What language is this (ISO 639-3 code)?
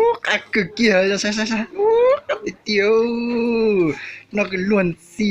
hmn